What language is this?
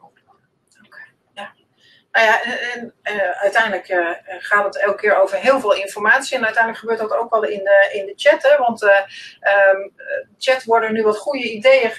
Dutch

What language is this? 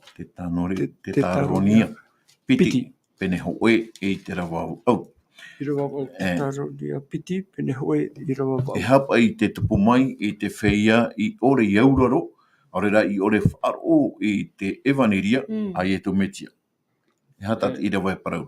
Tahitian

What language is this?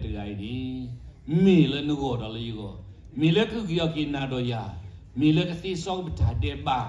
S'gaw Karen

